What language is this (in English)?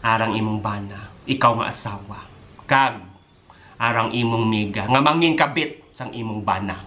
Hiligaynon